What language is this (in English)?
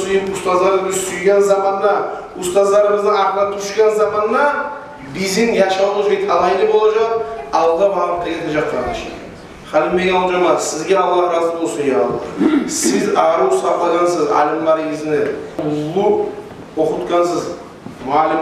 Kumyk